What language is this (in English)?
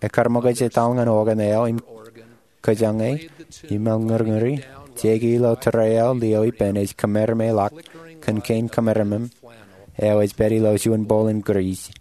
Marshallese